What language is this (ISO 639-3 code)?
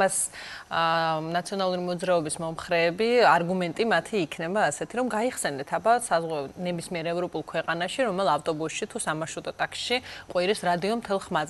kat